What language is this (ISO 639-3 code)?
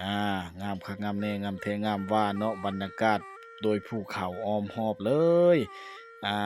lao